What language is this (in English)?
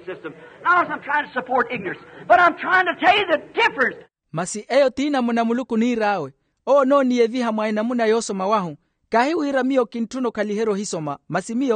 Makhuwa